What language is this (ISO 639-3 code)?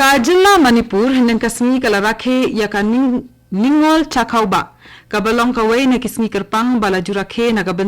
kha